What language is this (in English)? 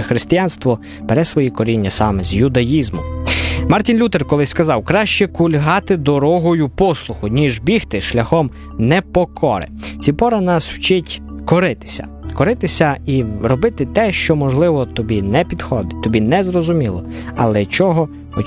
Ukrainian